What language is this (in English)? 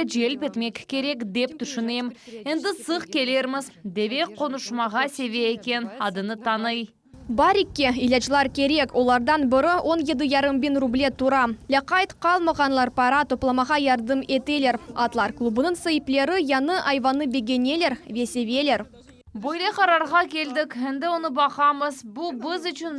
Crimean Tatar